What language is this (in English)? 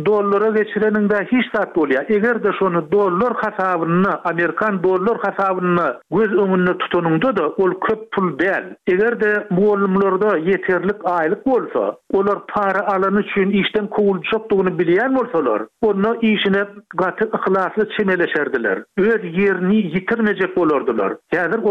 Turkmen